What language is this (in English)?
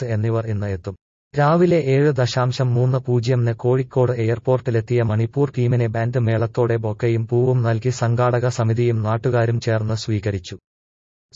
Malayalam